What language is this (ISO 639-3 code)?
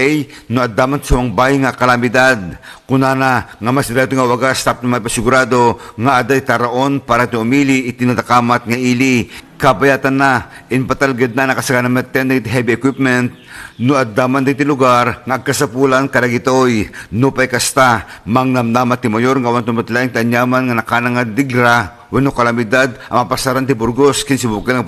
ilo